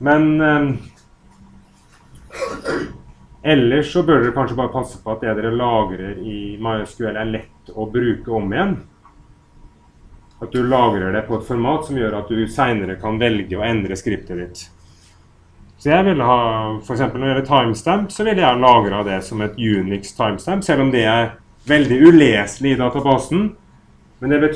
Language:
Norwegian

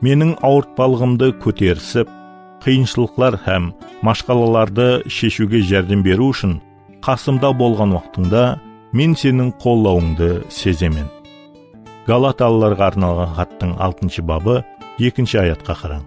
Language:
Kara-Kalpak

